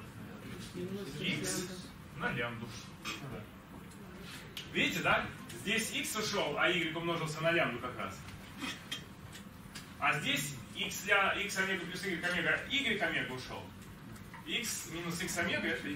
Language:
Russian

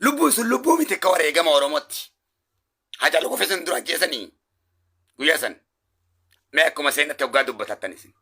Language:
Oromo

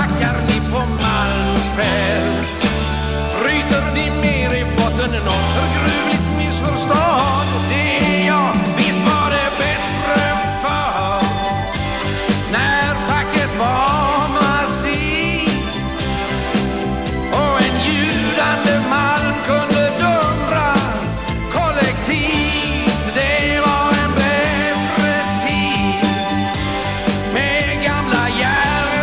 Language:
Swedish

